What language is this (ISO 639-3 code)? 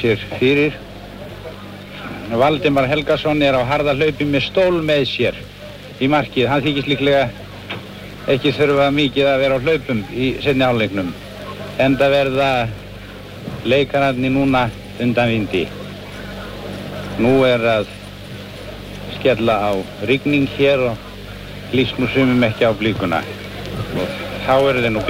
isl